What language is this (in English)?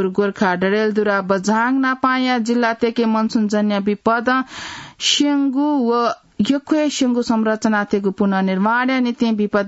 Newari